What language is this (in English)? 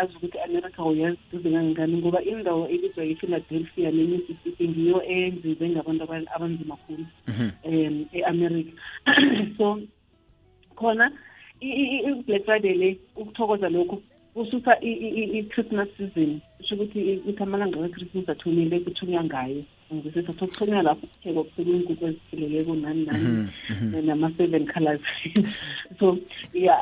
South Ndebele